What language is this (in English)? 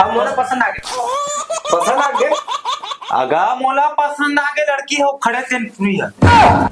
Chhattisgarhi